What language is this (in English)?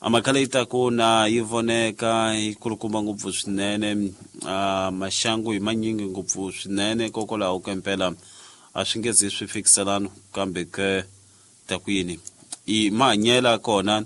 Tsonga